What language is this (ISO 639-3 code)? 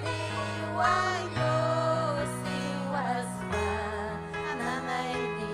quy